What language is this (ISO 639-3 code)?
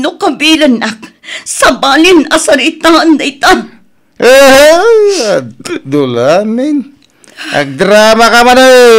ilo